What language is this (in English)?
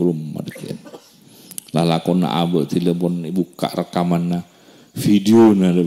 Madurese